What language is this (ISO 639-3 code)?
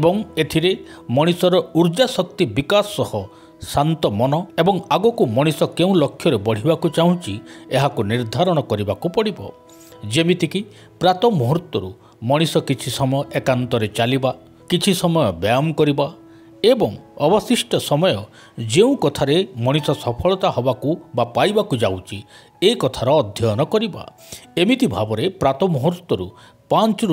ori